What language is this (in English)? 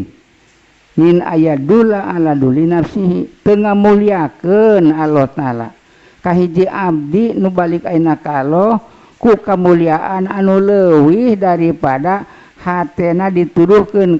Sundanese